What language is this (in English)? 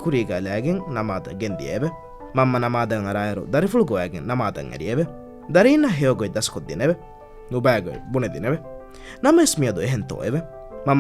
Divehi